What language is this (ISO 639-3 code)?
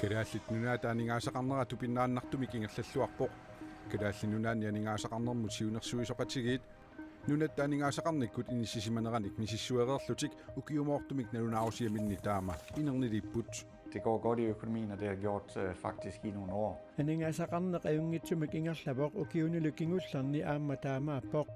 kal